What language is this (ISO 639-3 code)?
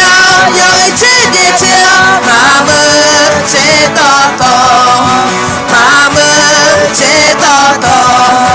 ahk